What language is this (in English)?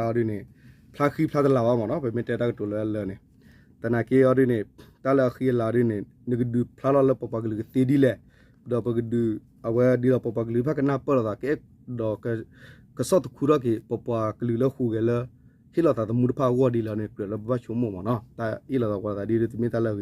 S'gaw Karen